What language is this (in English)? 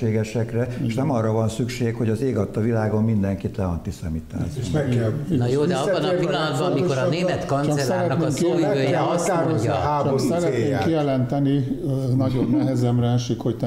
Hungarian